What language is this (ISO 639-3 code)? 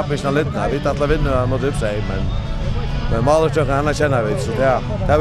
fao